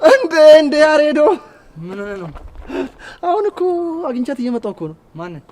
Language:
Amharic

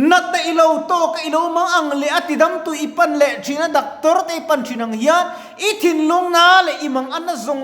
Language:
Mizo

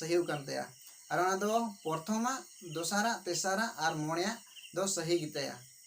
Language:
Santali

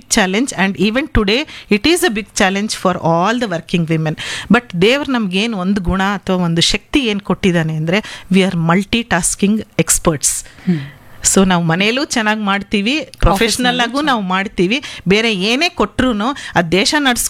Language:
Kannada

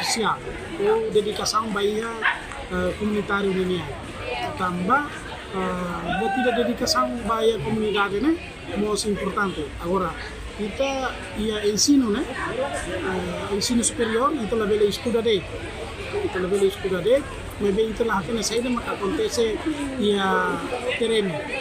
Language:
Tetum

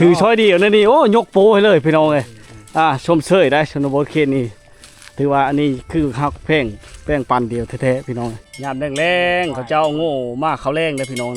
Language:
Lao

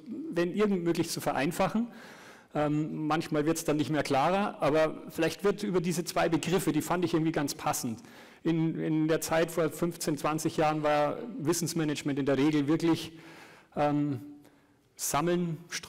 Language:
German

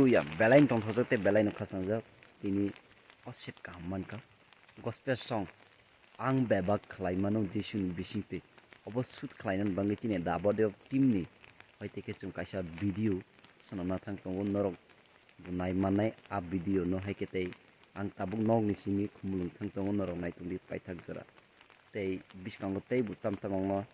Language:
Kok Borok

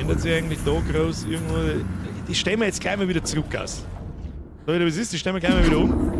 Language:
Bavarian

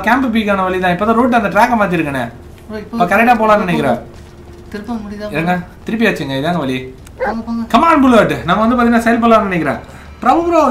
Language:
Tamil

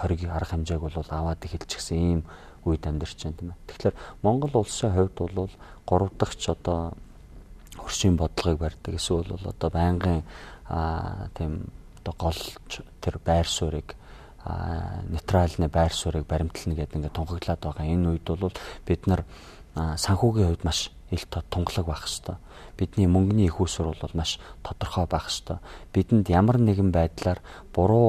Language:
Mongolian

